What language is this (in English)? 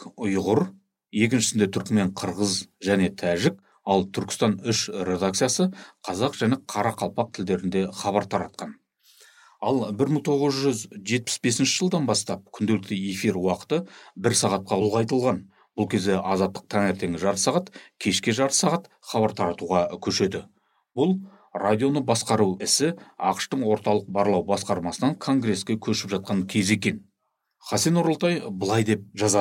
Kazakh